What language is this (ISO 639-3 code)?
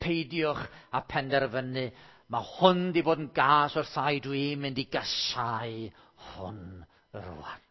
cym